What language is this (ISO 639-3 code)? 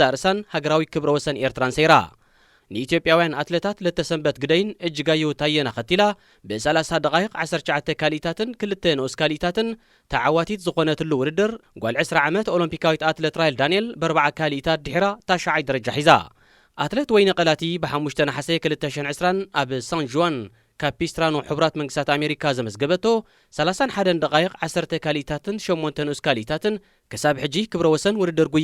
tir